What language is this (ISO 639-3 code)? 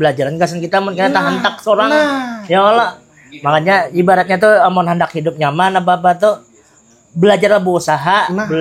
bjn